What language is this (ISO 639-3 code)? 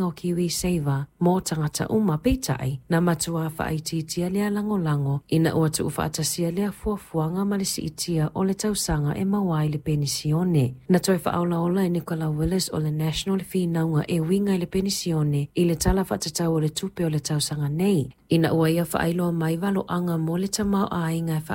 smo